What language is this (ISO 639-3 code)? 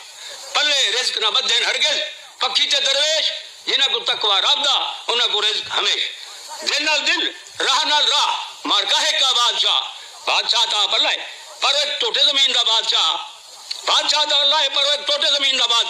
skr